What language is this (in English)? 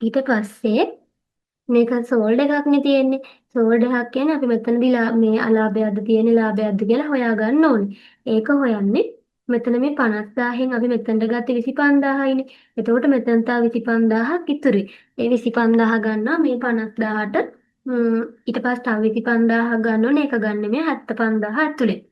Sinhala